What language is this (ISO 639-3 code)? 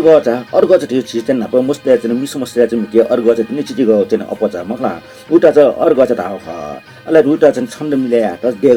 new